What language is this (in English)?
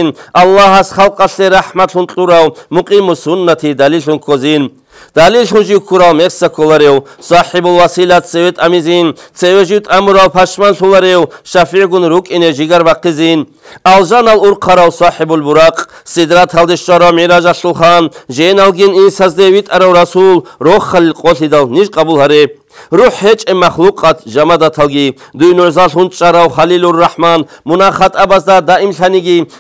Avaric